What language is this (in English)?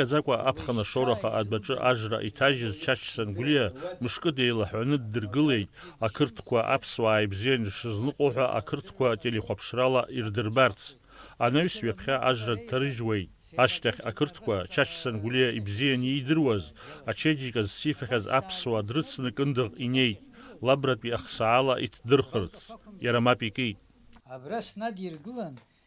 Abkhazian